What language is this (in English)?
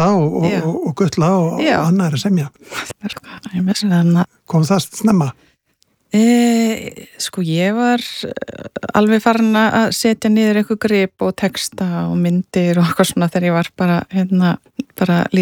Icelandic